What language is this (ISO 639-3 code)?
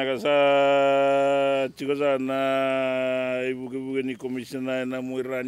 fij